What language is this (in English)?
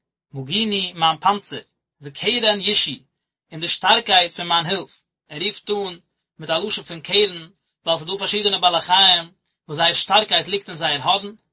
Yiddish